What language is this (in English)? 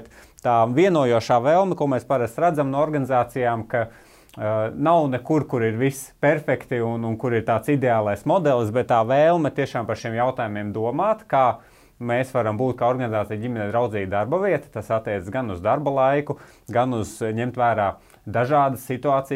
Latvian